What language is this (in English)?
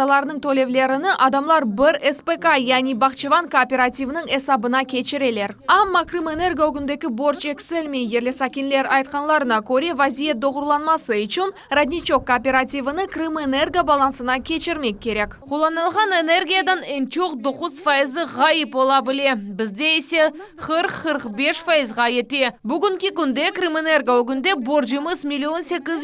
Crimean Tatar